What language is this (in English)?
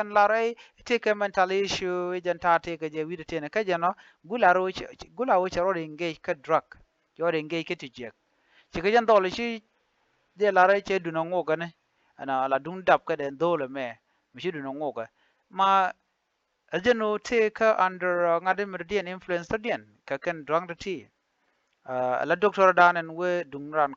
Nuer